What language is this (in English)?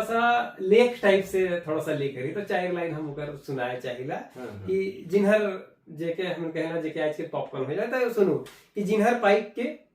Sadri